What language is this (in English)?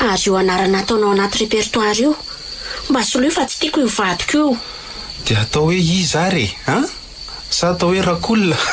Malagasy